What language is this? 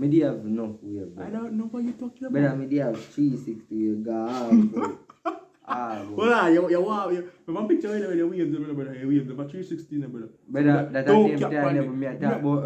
Jamaican Creole English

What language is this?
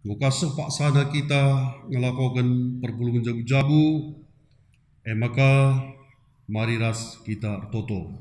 Batak Karo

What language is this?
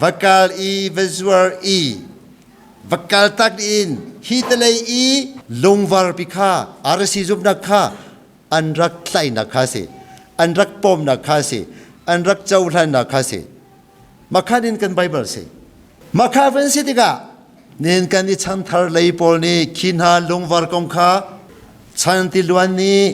Hakha Chin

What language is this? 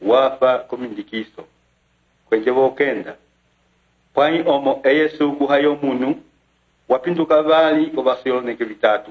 Umbundu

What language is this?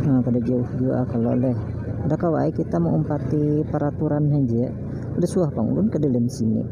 Banjar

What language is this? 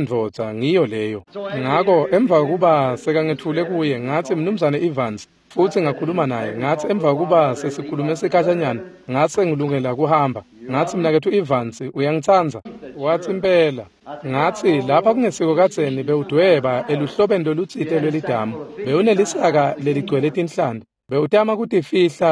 Swati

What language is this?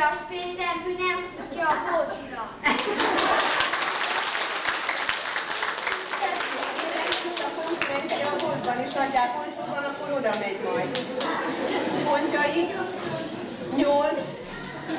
Hungarian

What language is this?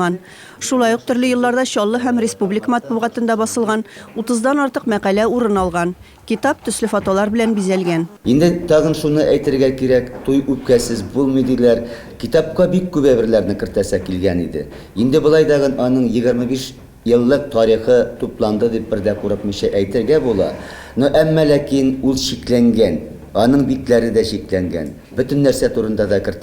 Tatar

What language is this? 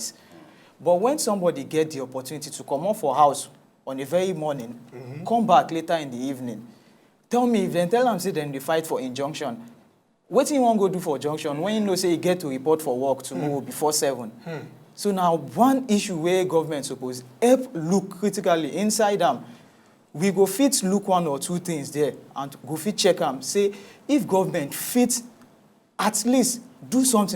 Nigerian Pidgin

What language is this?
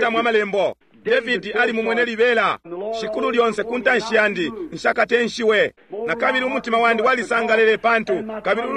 Bemba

